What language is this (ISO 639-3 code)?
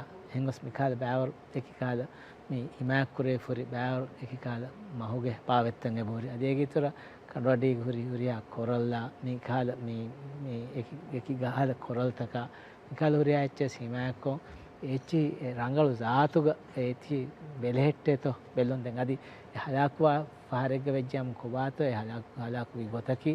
div